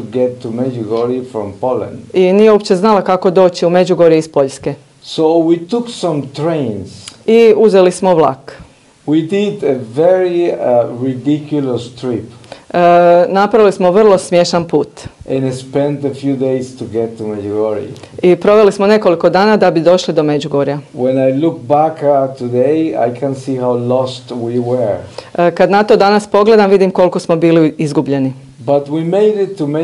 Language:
Croatian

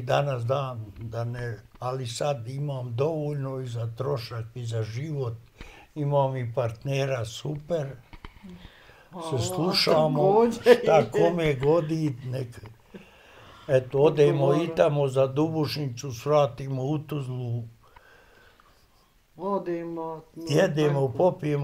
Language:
Bosnian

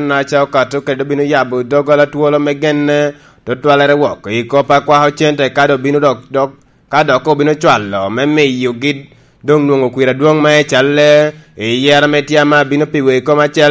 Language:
Lango (Uganda)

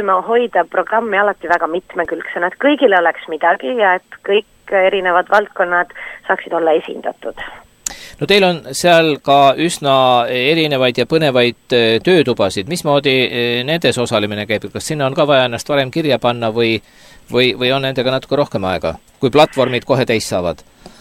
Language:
Estonian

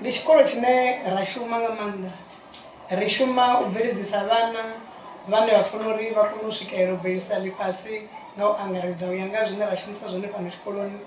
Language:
Venda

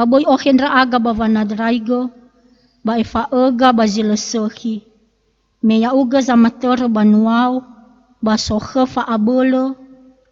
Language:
Nias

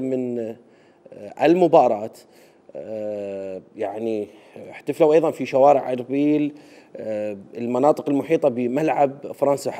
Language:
Mesopotamian Arabic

